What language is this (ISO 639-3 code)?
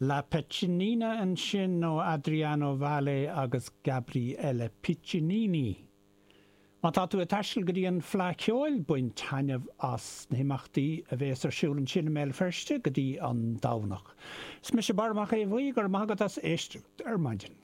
gle